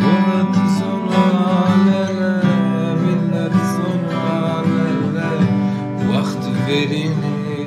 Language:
Zaza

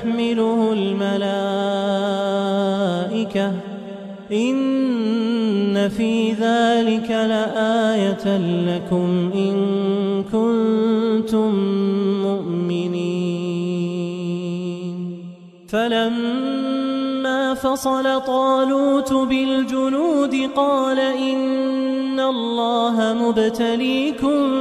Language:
Arabic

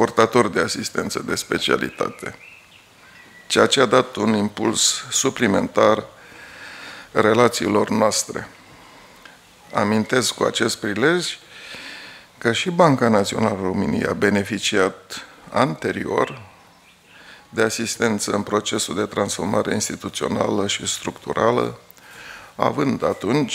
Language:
Romanian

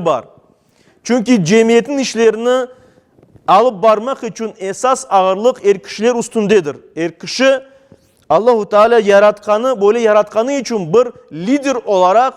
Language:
Crimean Tatar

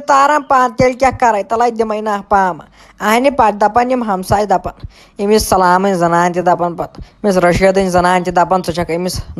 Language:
Kashmiri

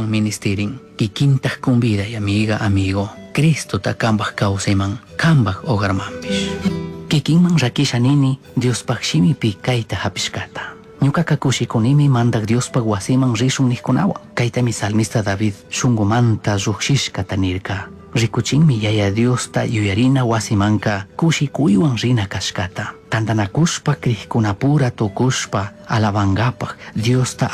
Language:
Chimborazo Highland Quichua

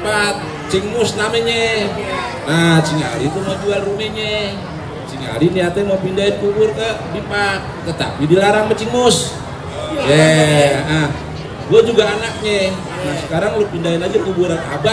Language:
Betawi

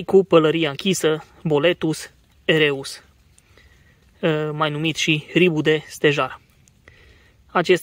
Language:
Romanian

